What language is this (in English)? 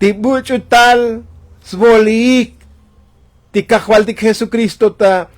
Tzotzil